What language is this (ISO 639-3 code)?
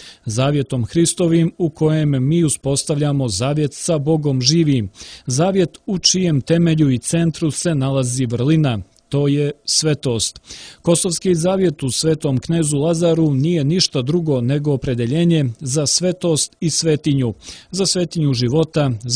srp